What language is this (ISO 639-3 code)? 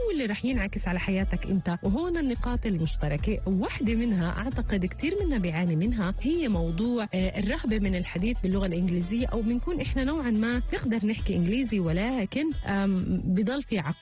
apc